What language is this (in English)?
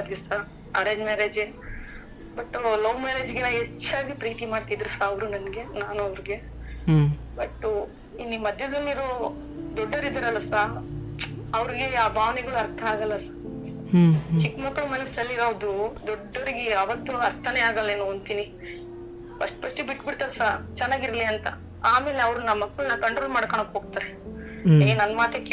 Kannada